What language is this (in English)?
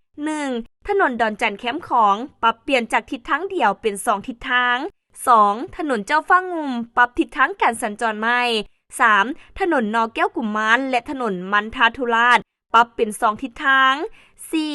Lao